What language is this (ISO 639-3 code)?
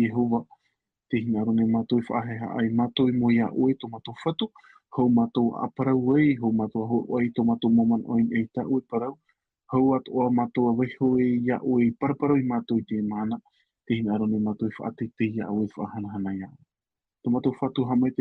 tah